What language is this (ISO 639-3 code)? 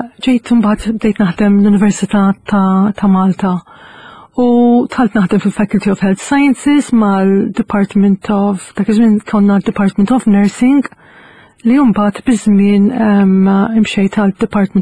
mlt